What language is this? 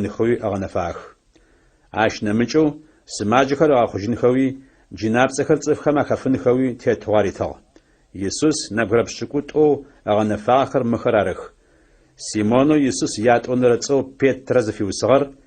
Adyghe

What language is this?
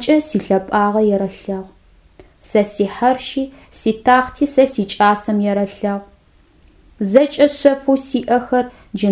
Adyghe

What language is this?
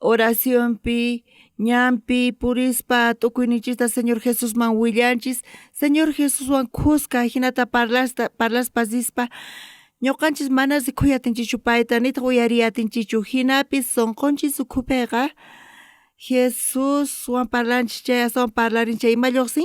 South Bolivian Quechua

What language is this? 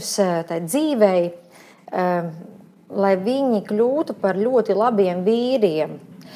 Latvian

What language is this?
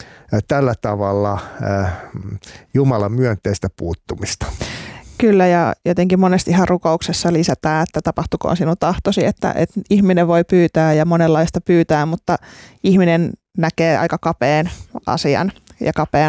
Finnish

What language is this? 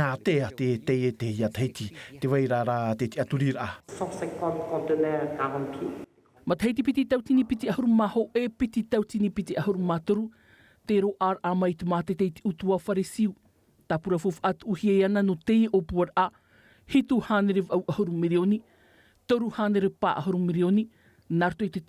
Tahitian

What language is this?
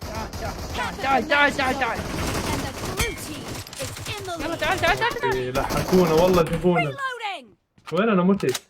Mesopotamian Arabic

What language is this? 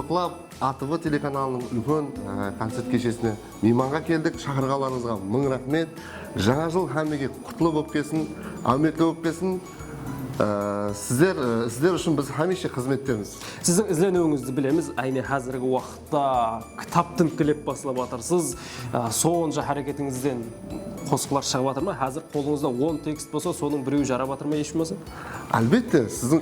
Kara-Kalpak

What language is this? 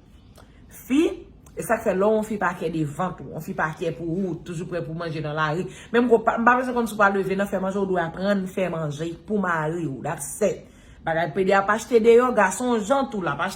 Haitian Creole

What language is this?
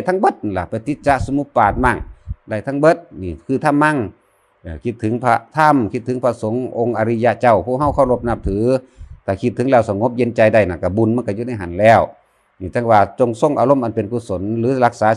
Lao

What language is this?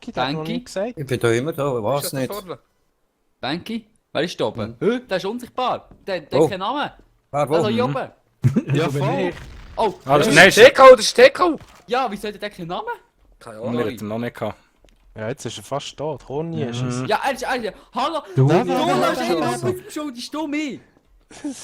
Swiss German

